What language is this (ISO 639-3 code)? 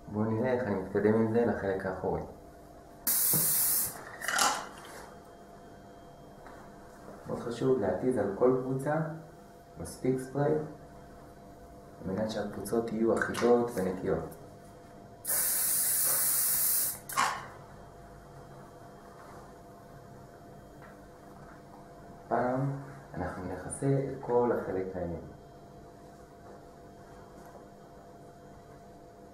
heb